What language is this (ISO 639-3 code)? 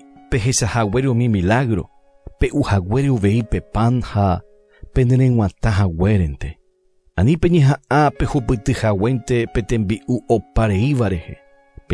grn